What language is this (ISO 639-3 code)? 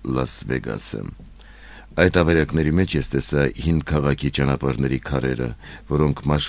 hye